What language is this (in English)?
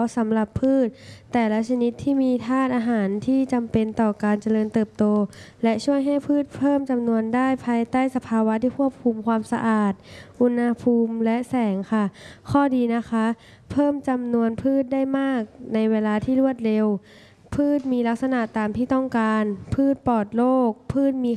Thai